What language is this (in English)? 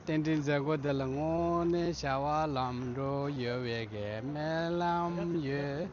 Tibetan